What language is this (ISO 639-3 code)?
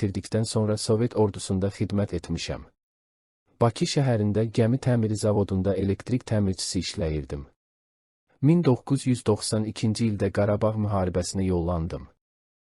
aze